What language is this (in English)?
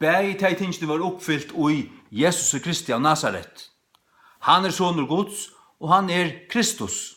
Faroese